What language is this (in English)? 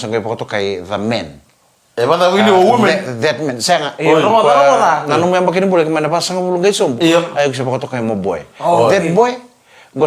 Fijian